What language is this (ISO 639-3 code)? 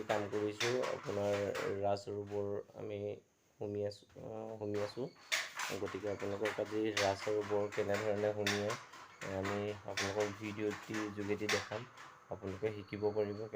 asm